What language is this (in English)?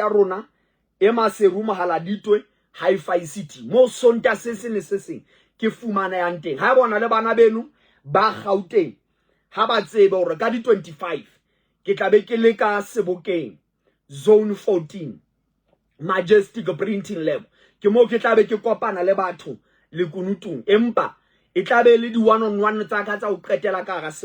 Southern Sotho